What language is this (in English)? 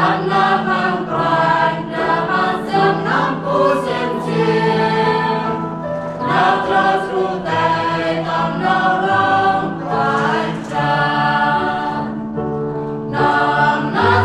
Central Mnong